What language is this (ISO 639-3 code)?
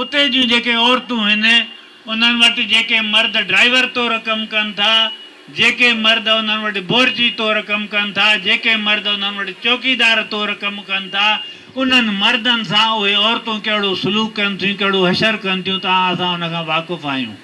snd